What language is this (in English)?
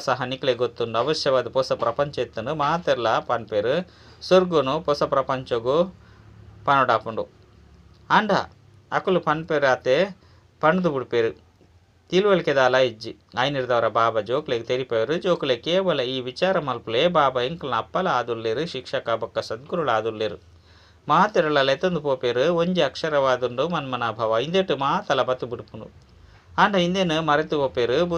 Tulu